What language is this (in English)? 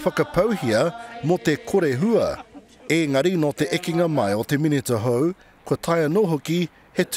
Māori